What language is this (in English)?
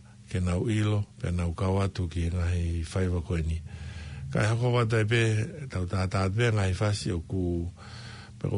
Tongan